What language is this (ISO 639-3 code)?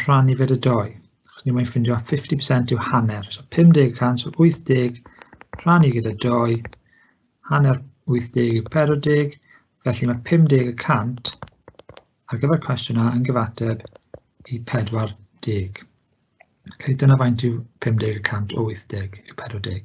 cym